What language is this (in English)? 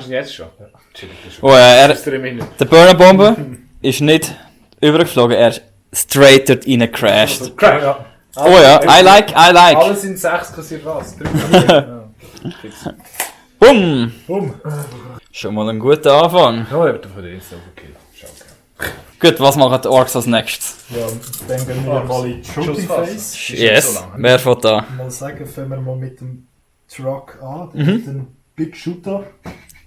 Swiss German